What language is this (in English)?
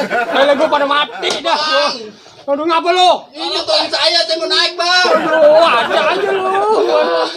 Betawi